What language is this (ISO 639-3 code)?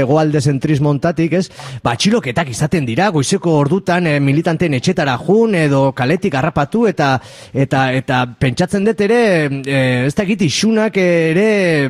eus